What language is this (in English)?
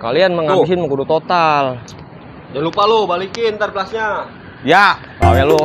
Betawi